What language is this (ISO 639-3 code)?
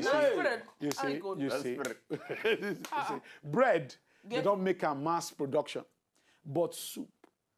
pcm